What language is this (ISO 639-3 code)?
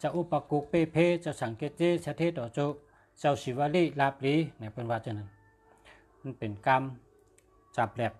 shn